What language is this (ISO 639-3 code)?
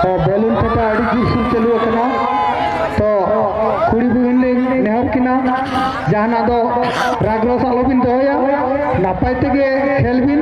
sat